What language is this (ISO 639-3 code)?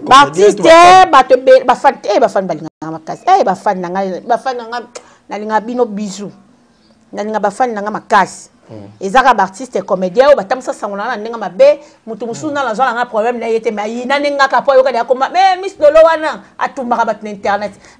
lin